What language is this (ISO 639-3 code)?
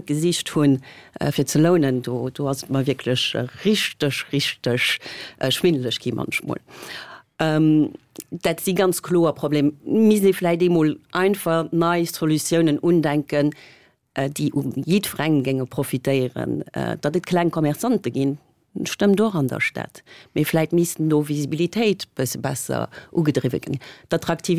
ltz